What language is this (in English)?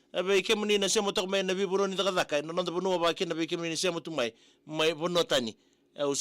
Fijian